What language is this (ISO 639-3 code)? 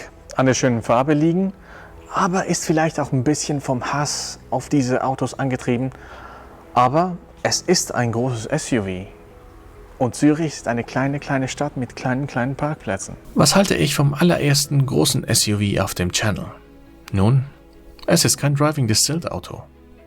gsw